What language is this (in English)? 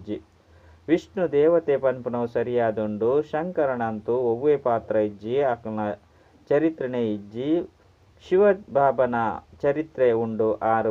Tulu